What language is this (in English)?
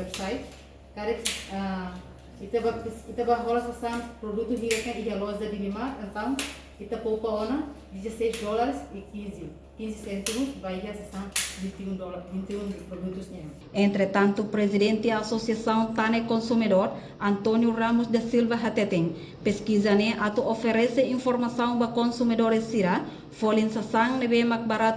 Tetum